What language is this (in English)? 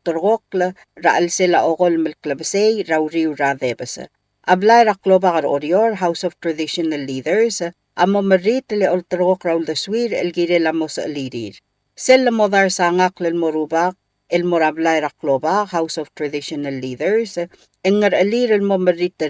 Palauan